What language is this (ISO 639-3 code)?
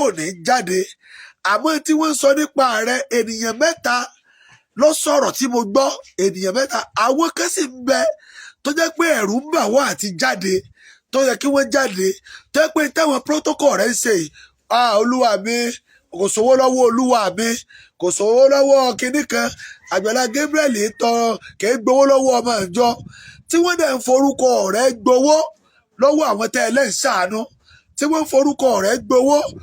yor